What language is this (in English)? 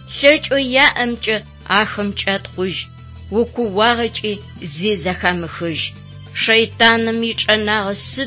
Adyghe